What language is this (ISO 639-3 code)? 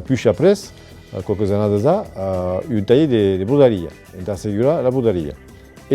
oci